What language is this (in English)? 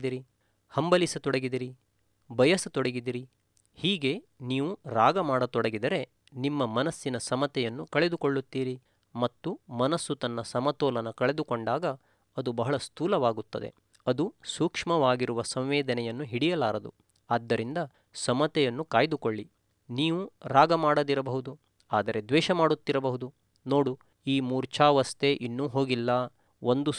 Kannada